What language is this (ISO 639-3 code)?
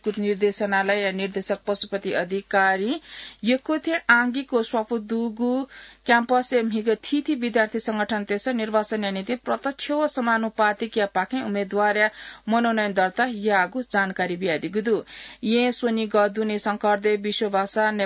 new